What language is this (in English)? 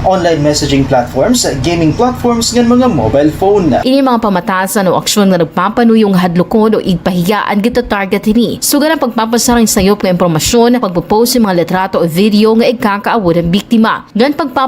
Waray